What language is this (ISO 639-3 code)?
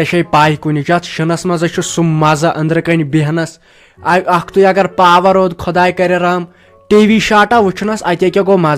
kas